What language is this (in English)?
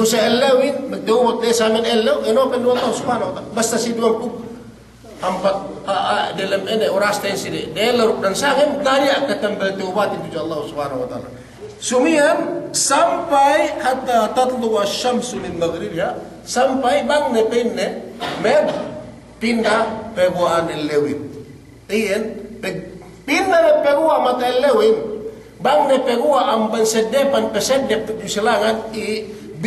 Yakan